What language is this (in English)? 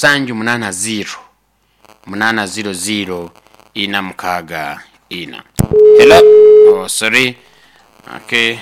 Nyoro